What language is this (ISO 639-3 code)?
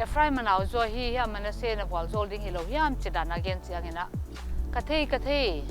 pck